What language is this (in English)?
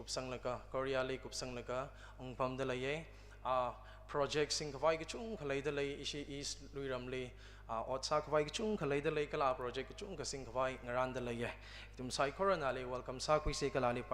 Tangkhul Naga (India)